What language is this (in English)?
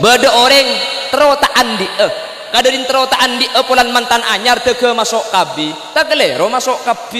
Madurese